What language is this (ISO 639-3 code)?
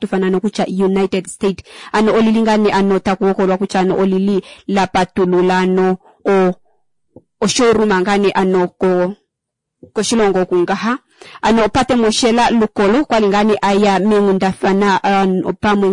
kua